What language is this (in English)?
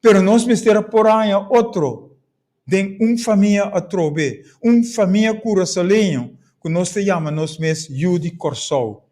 Papiamento